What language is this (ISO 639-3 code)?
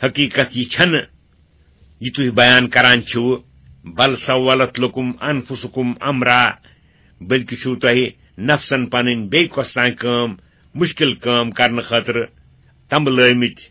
kas